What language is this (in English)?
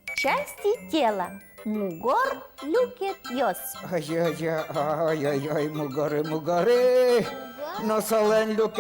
Udmurt